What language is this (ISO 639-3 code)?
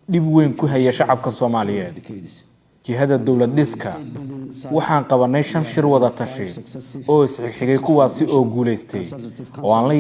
som